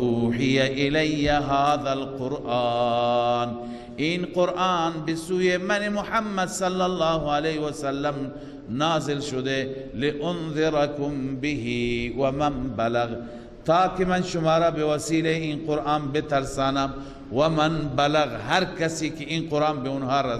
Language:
Persian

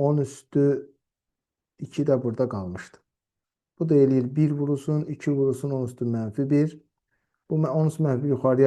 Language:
Azerbaijani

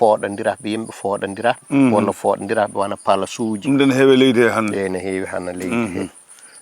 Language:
Fula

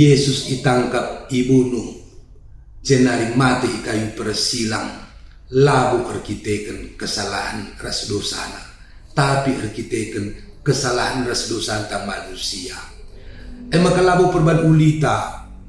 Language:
Batak Karo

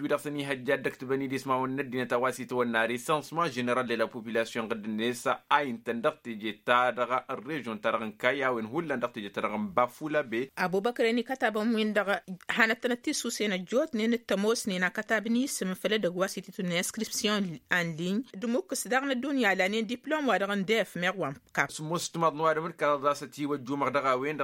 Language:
Tamasheq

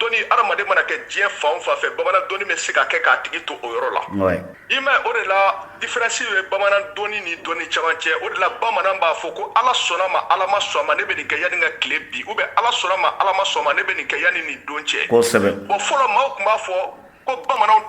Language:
Bambara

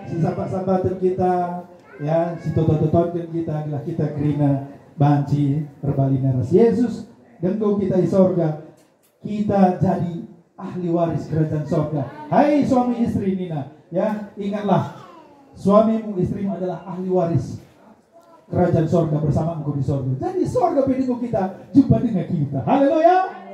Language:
Batak Karo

